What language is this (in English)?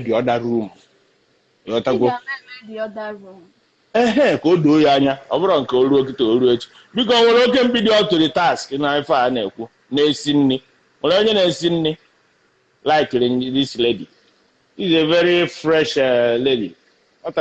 Igbo